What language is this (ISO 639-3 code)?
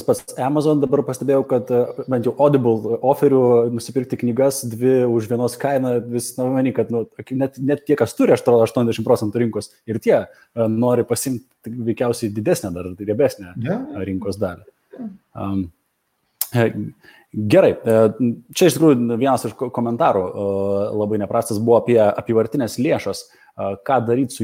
lit